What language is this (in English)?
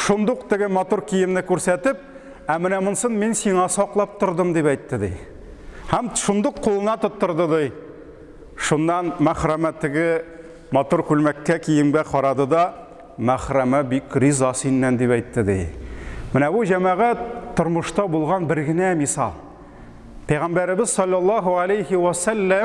Tatar